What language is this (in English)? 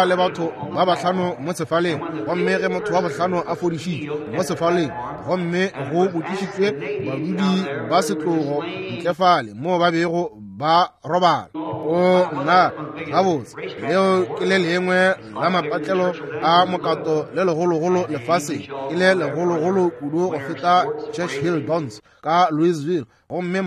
Northern Sotho